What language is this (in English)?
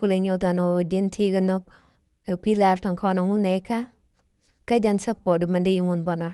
Nuer